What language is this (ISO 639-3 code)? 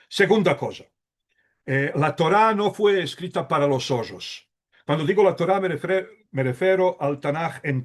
lad